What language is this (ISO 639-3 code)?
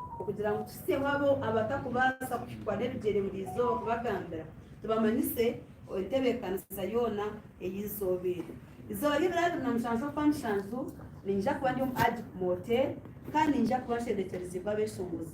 nyn